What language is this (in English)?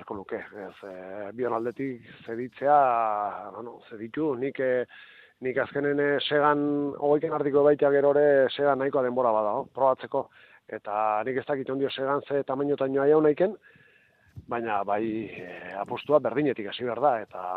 Basque